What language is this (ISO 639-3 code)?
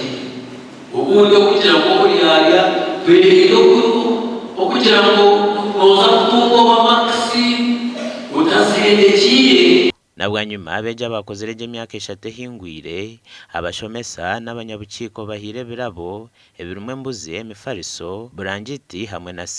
nyn